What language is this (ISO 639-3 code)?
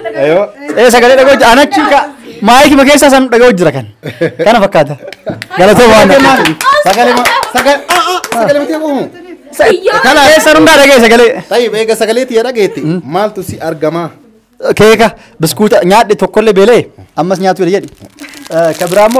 orm